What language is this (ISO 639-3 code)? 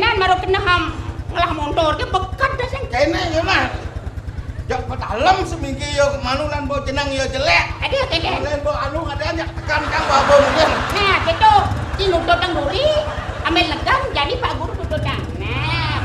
ban